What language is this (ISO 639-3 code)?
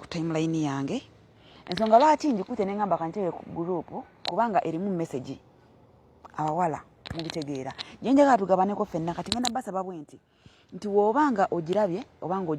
lug